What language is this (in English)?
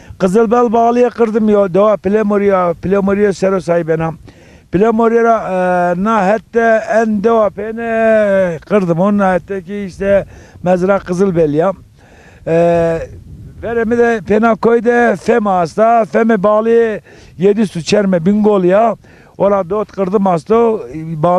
Zaza